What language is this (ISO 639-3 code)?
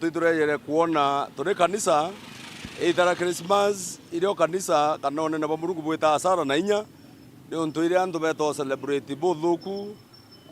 mer